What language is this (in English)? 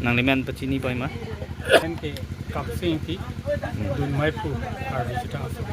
Karbi